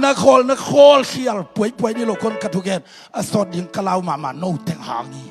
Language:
Tedim Chin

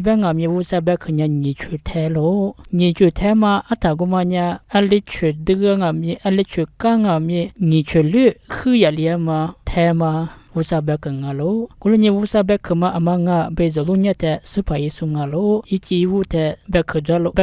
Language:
Lisu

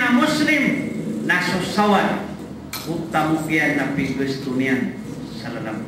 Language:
Maranao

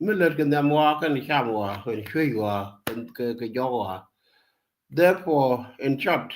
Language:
Nuer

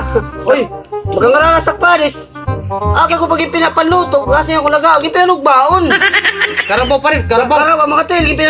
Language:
Waray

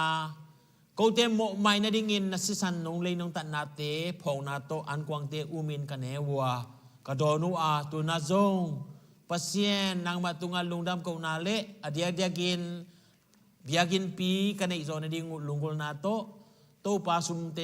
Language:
Tedim Chin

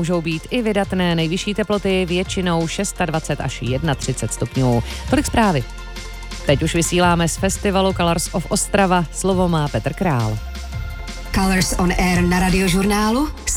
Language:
Czech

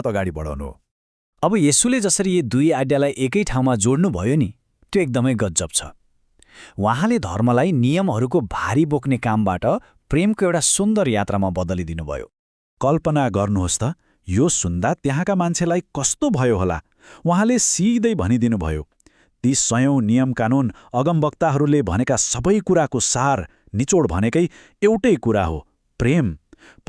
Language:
Nepali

